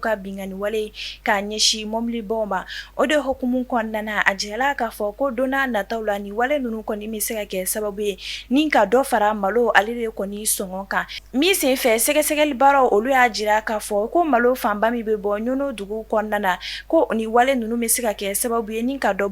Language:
Bambara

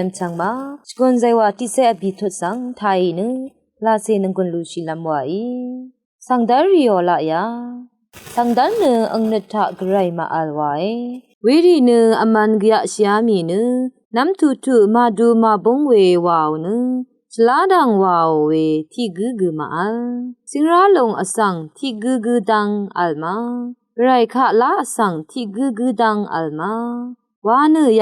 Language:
Rawang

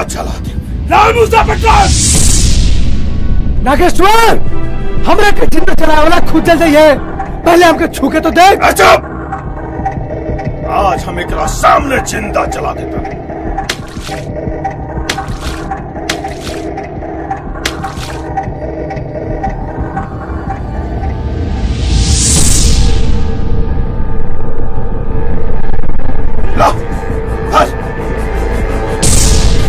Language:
Bhojpuri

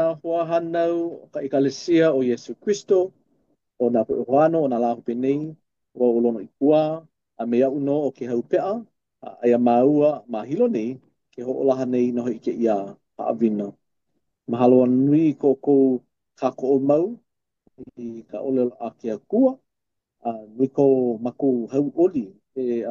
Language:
Hawaiian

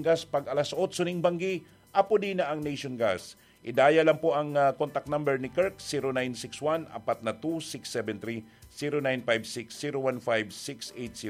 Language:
Bikol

